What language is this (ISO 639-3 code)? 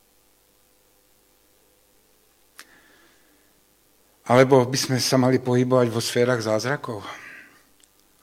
slk